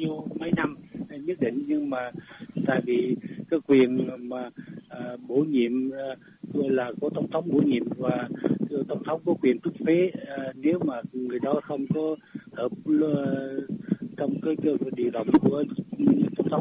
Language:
Vietnamese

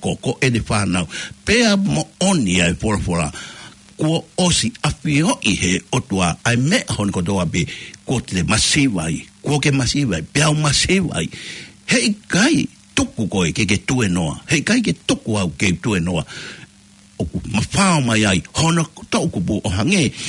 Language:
Tongan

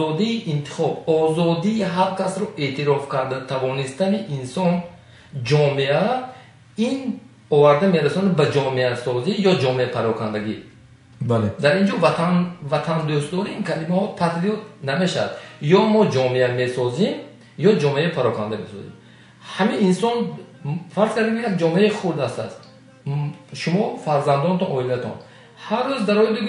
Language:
Tajik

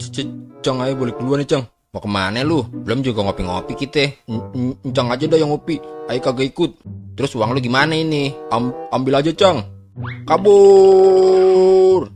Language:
Betawi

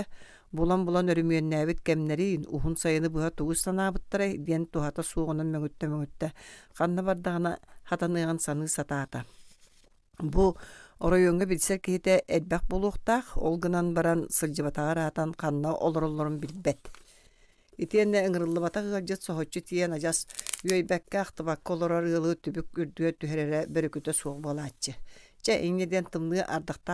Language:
Yakut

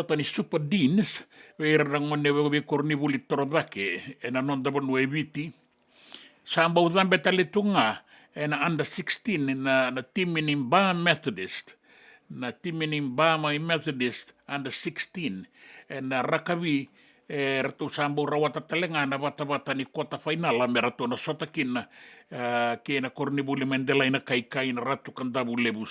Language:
Fijian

